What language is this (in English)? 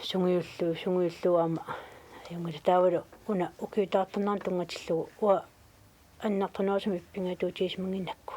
Kalaallisut